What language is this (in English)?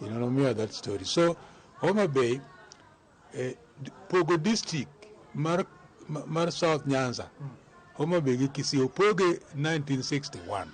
Luo (Kenya and Tanzania)